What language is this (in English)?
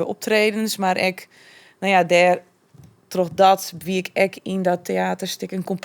Western Frisian